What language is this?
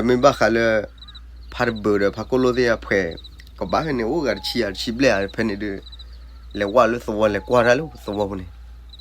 S'gaw Karen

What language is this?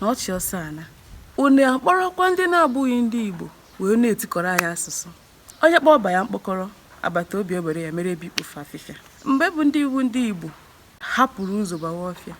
Igbo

